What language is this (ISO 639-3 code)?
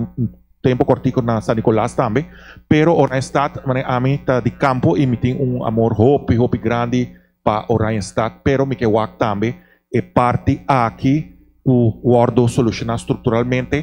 pap